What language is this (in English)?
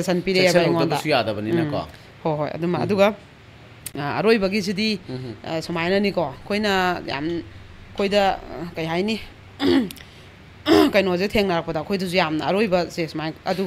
Manipuri